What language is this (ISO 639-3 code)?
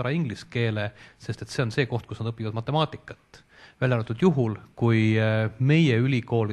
est